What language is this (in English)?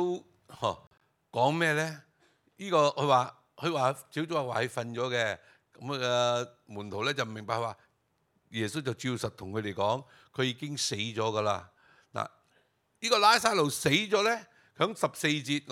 Cantonese